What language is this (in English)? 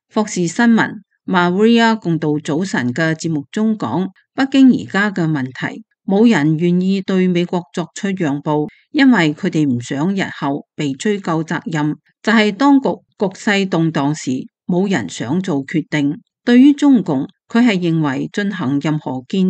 Cantonese